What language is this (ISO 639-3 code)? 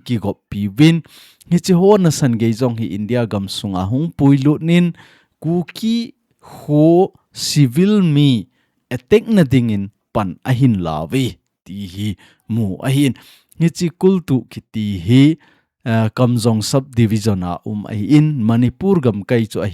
tcz